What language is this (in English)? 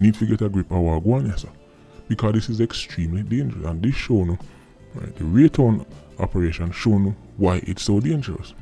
Jamaican Creole English